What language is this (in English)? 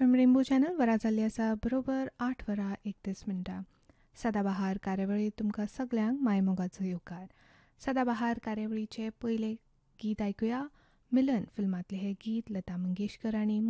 Konkani